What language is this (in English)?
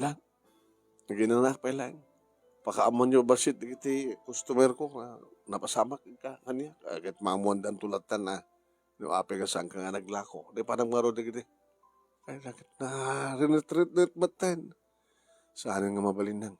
Iloko